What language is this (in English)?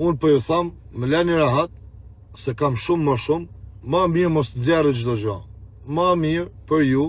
Albanian